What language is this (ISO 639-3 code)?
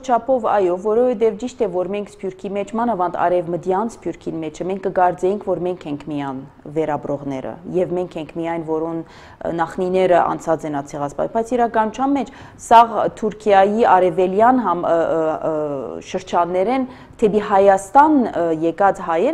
hye